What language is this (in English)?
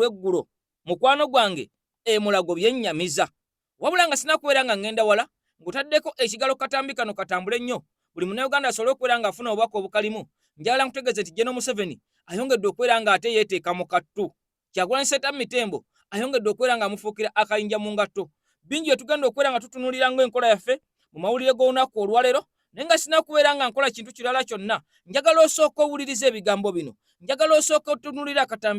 Ganda